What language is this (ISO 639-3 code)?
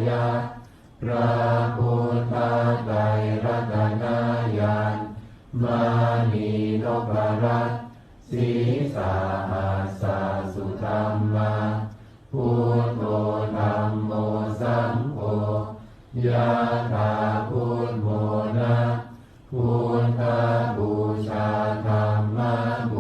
pli